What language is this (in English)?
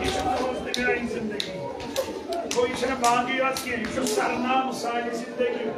Kashmiri